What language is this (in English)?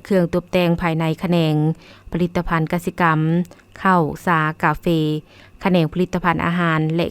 Lao